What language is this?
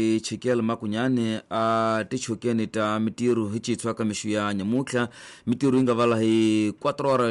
Tsonga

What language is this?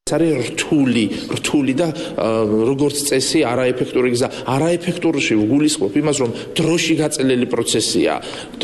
Georgian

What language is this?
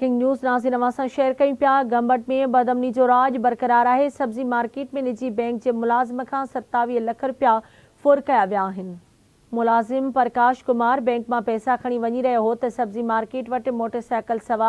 Sindhi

